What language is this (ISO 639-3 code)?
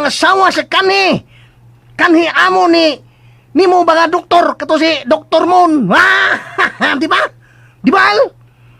ceb